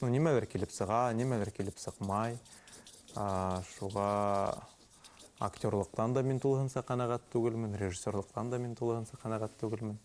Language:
Bashkir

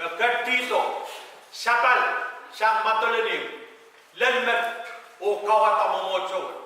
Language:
Pohnpeian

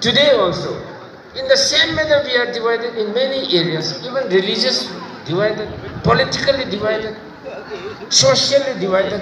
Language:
Tangkhul Naga (India)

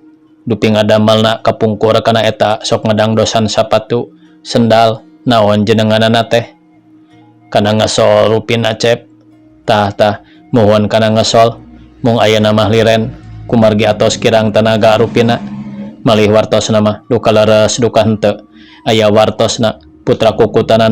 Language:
Sundanese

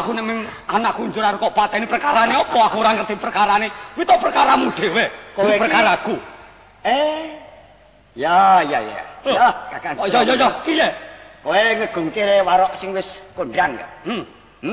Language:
Javanese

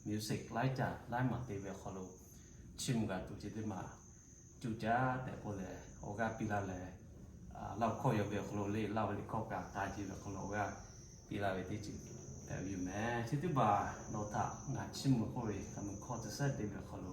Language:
Lahu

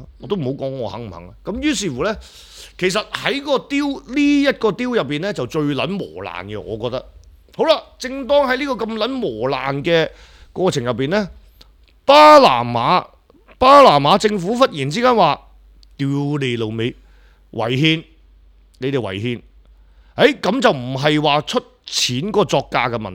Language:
Cantonese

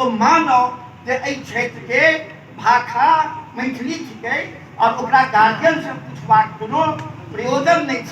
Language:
Maithili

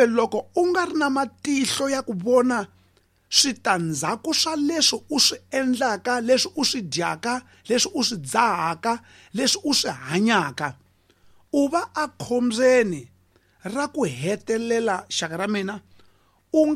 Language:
Tsonga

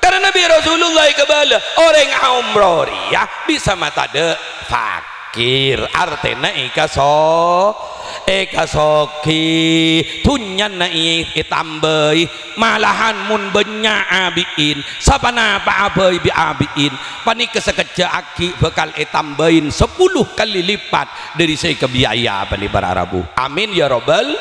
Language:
Madurese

